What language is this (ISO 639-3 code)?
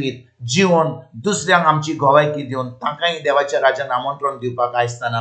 kok